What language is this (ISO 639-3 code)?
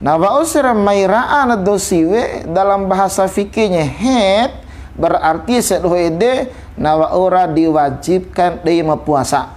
bhp